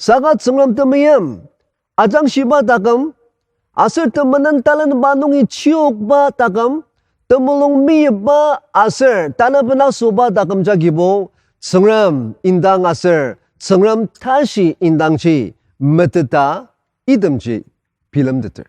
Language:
Ao Naga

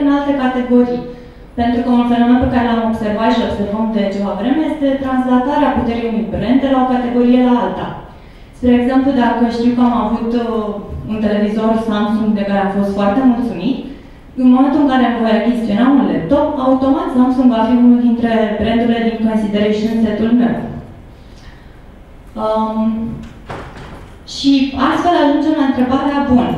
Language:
Romanian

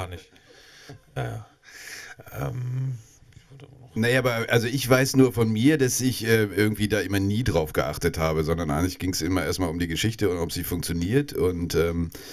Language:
German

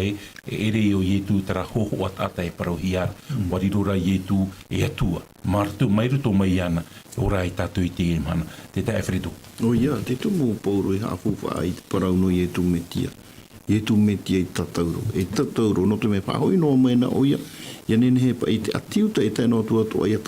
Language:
Tahitian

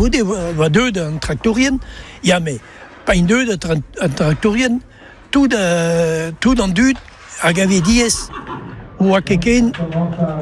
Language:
Breton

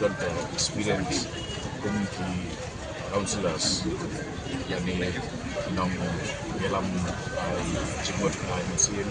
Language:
Khasi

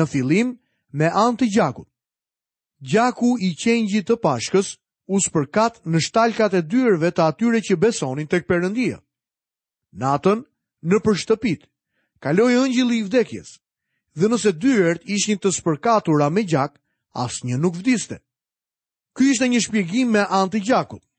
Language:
Albanian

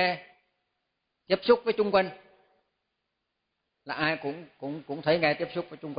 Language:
Vietnamese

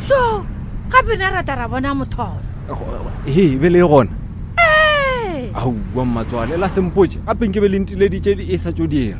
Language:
Northern Sotho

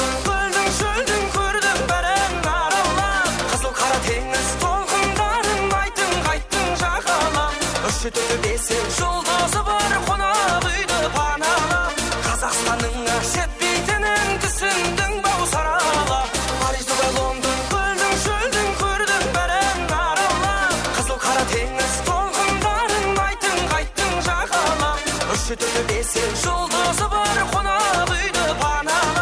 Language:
Kara-Kalpak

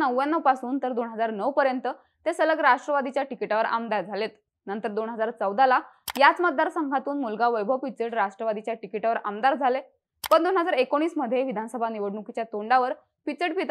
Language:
Marathi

